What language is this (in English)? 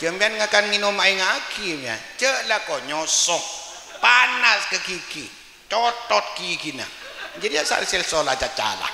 Madurese